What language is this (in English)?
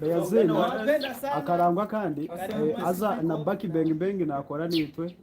Nyankole